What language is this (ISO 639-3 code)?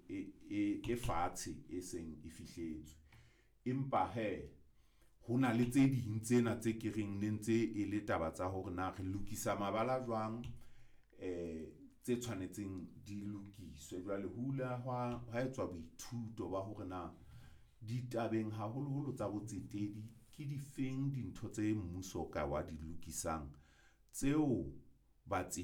sot